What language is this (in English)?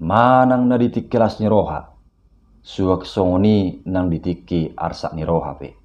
Batak Toba